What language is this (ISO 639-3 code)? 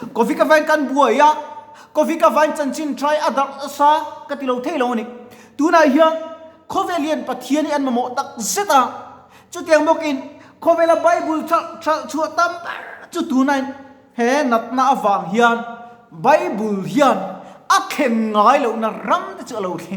lus